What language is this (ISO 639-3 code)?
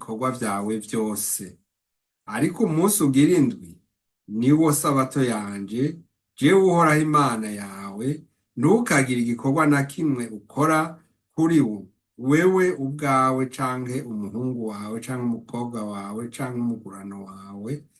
run